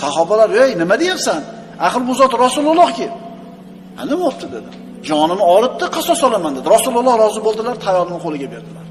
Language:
Uzbek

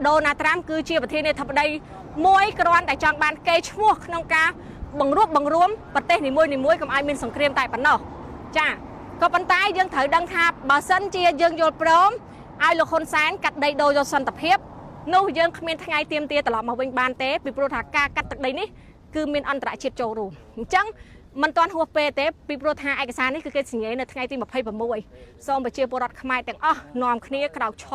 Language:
Khmer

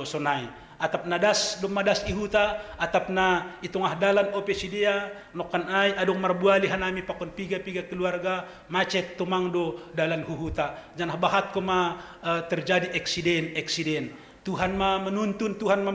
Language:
Batak Simalungun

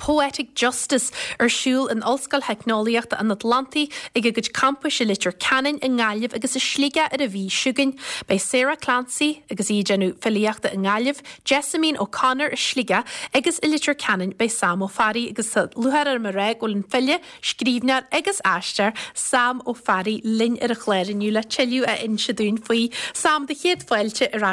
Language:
Irish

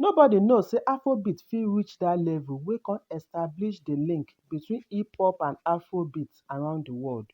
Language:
Nigerian Pidgin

